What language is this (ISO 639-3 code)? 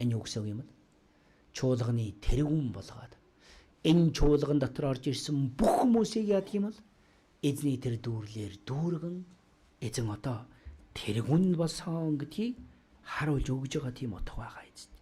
mon